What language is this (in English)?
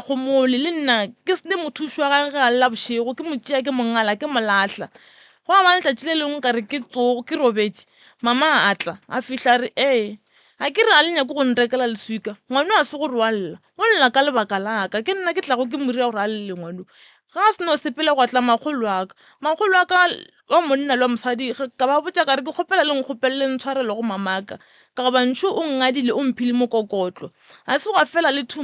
Northern Sotho